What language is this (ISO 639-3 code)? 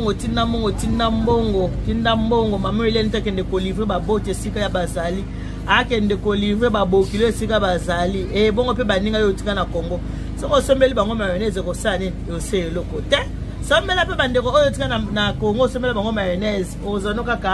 lin